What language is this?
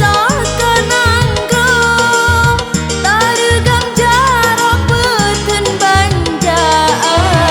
Achinese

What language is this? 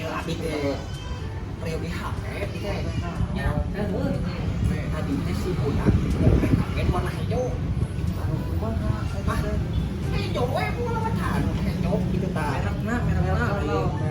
Sundanese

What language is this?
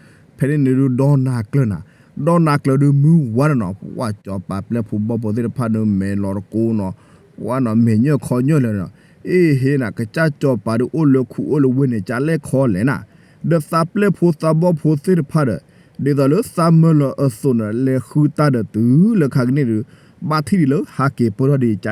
S'gaw Karen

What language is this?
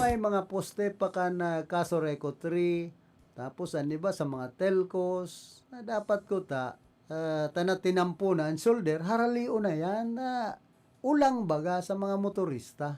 Bikol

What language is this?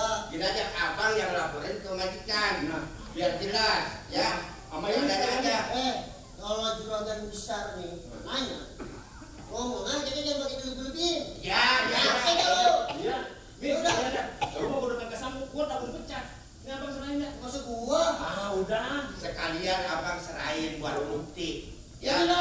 Betawi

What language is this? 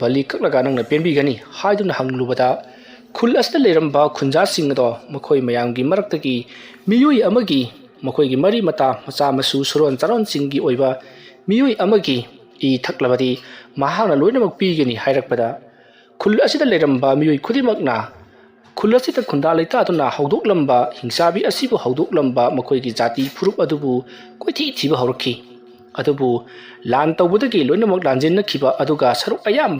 Manipuri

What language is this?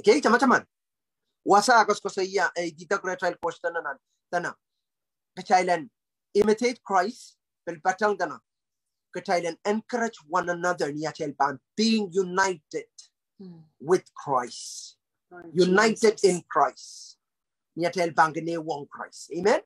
Pohnpeian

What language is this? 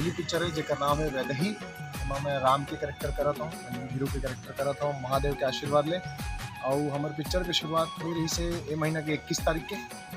Chhattisgarhi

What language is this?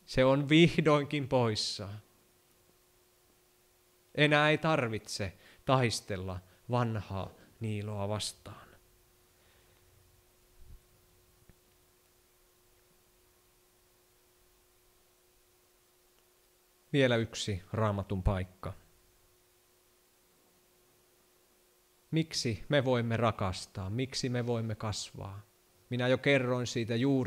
Finnish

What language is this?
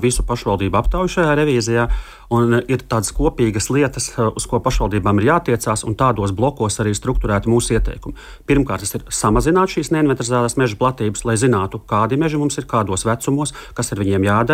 Latvian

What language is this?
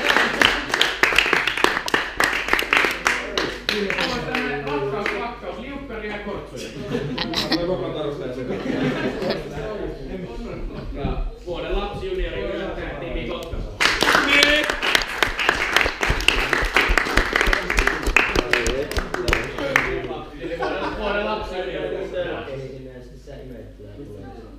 Finnish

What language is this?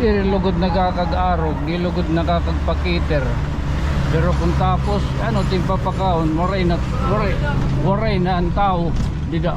Waray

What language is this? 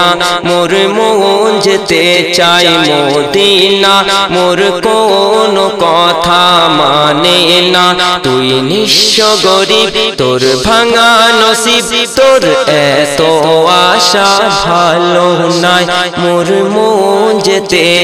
Bangla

